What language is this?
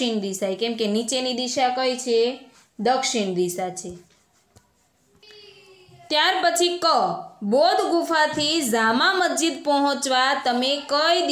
Gujarati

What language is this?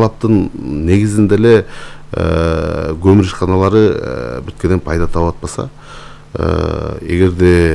Kyrgyz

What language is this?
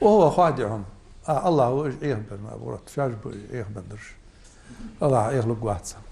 Ingush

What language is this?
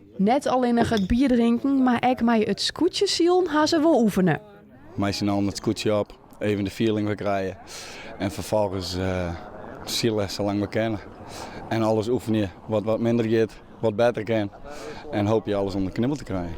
Western Frisian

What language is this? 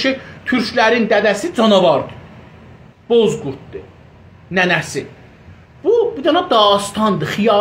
South Azerbaijani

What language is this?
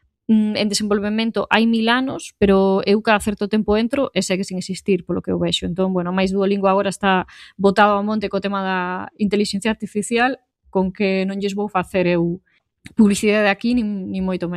Galician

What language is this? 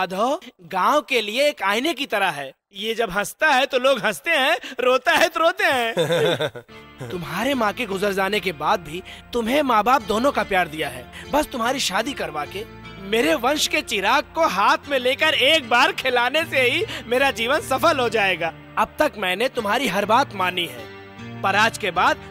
Hindi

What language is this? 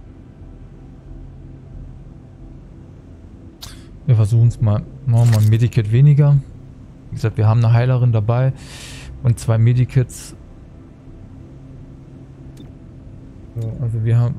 German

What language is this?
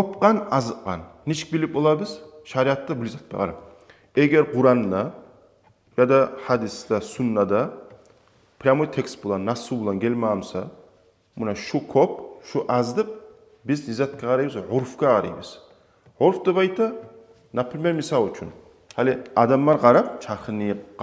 Kumyk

